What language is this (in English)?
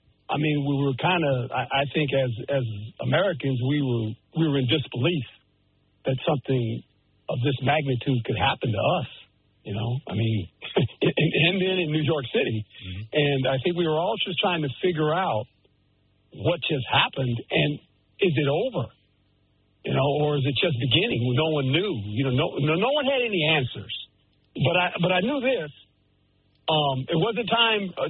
English